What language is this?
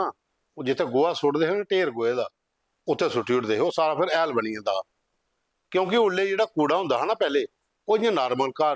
Dogri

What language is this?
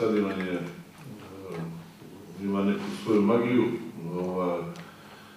Serbian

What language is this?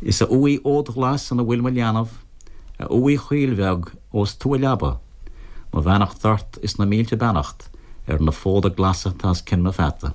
Irish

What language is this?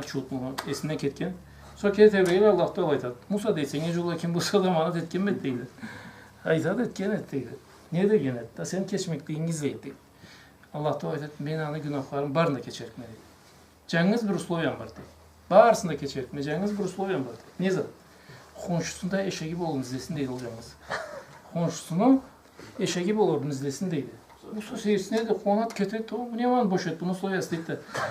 Karachay-Balkar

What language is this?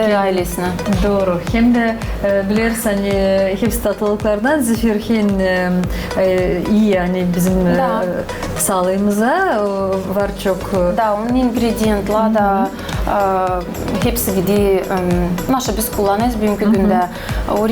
Gagauz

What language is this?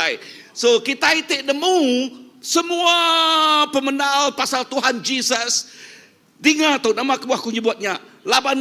Iban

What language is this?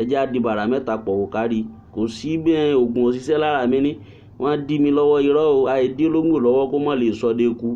Yoruba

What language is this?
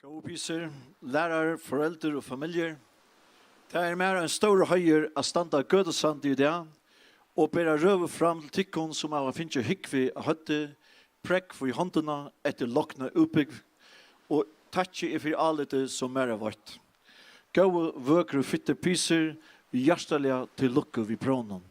Faroese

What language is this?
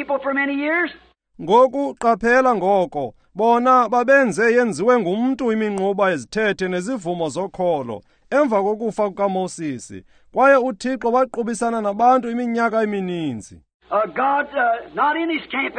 Xhosa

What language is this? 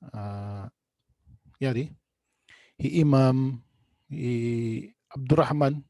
Tausug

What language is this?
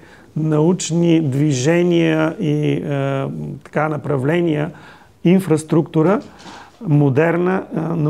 Bulgarian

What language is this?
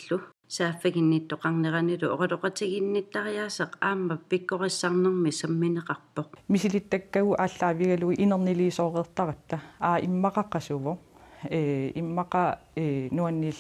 Kalaallisut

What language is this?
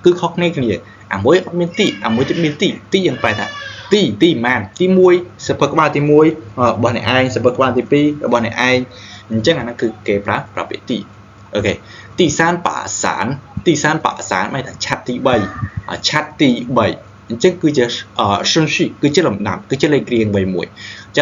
Khmer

